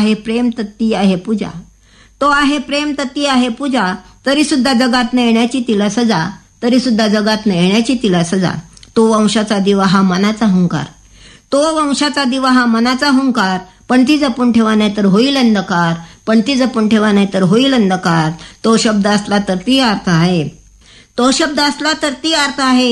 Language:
Marathi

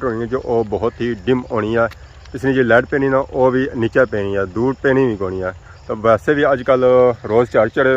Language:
Pahari-Potwari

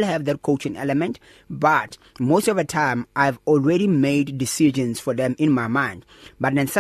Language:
English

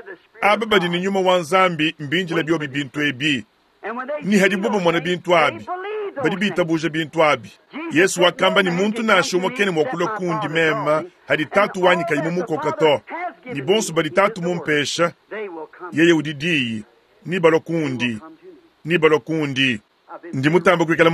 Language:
Luba-Lulua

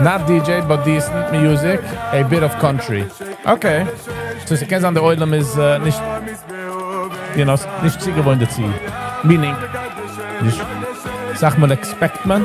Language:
Yiddish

